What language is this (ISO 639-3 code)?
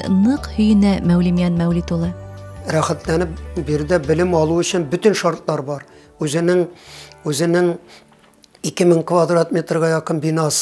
bak